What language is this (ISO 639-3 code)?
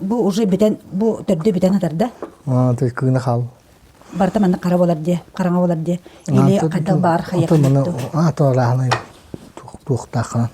sah